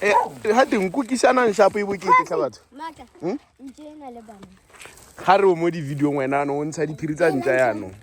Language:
Tswana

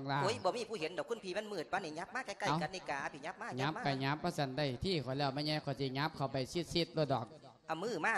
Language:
Lao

